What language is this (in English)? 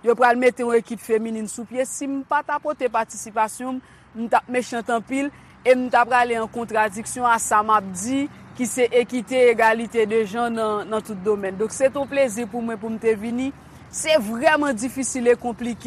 Haitian Creole